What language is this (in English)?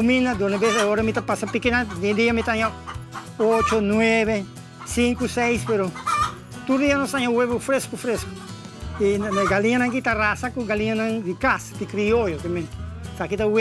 Papiamento